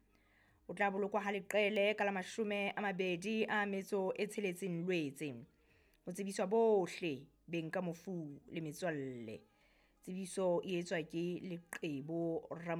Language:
Southern Sotho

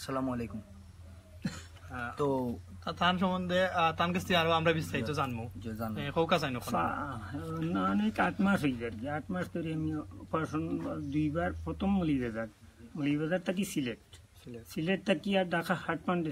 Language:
Sylheti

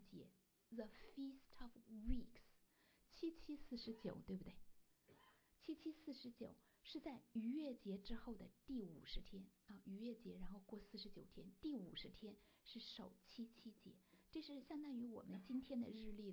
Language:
Chinese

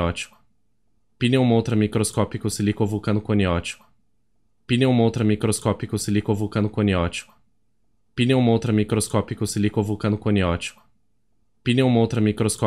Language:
Portuguese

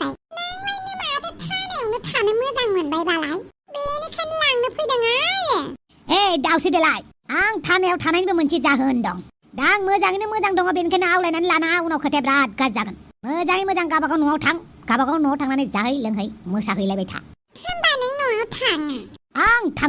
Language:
Bodo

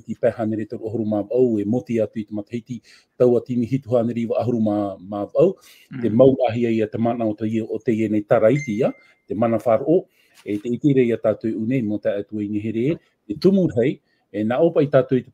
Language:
Tahitian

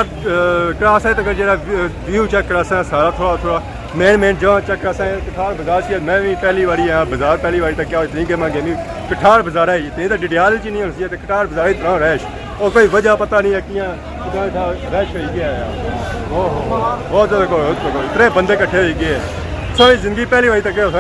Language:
Pahari-Potwari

